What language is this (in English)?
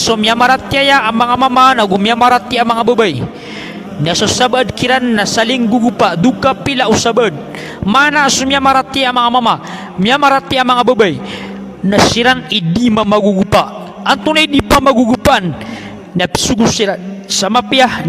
Maranao